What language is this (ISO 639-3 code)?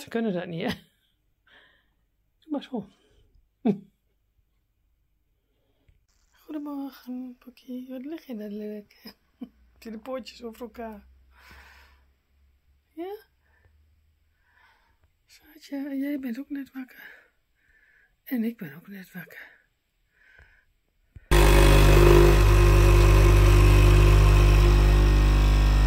nld